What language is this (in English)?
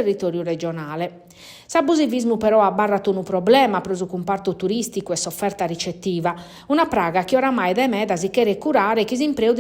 Sardinian